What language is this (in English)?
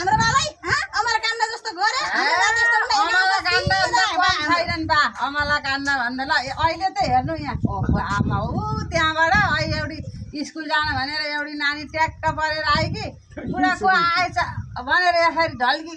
Nepali